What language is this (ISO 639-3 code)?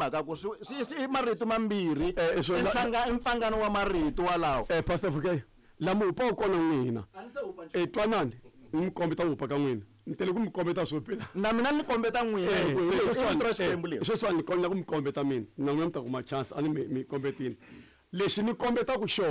tso